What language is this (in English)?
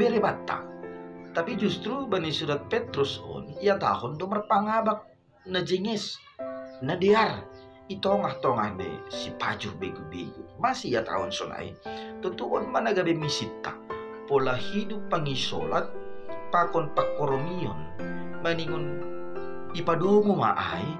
Batak Simalungun